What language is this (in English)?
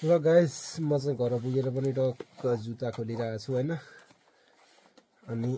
Nepali